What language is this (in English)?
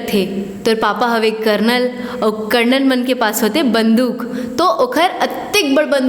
Chhattisgarhi